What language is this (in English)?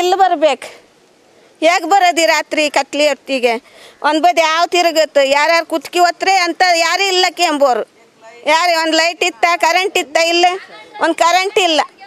Kannada